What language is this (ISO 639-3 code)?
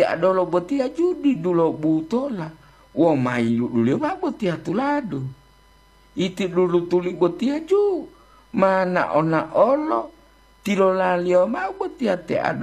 gor